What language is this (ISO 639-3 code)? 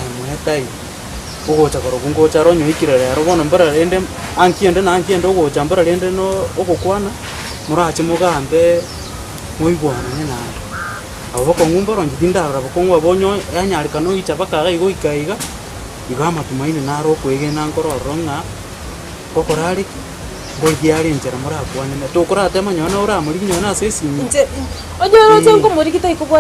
guz